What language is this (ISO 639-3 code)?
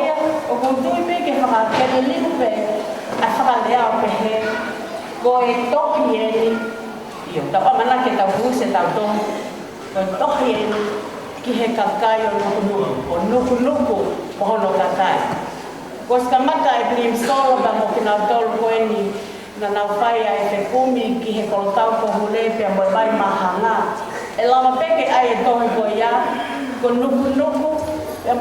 ton